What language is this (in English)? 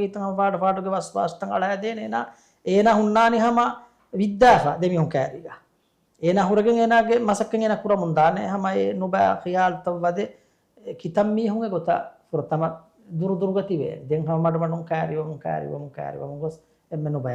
Divehi